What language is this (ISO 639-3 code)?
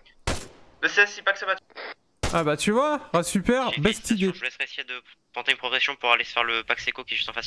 fra